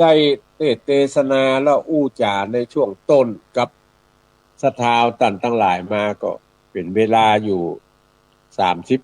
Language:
Northern Thai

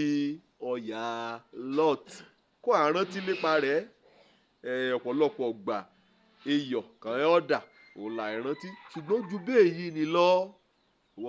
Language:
Yoruba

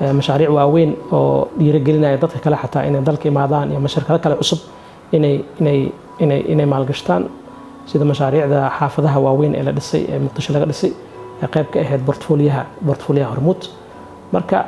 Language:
Somali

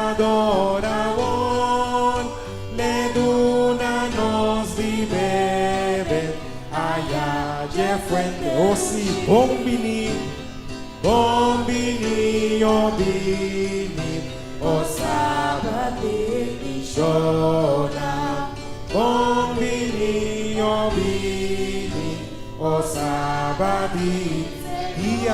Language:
Papiamento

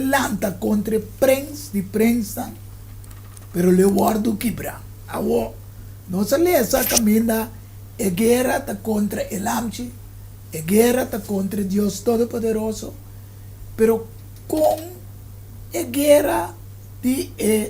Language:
Papiamento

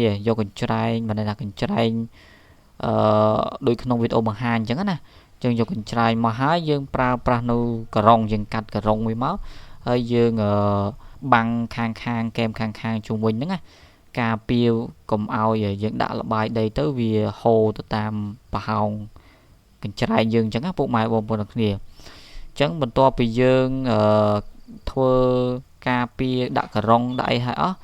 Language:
Khmer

